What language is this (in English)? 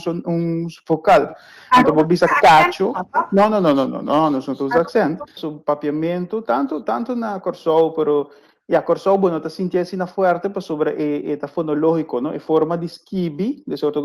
Papiamento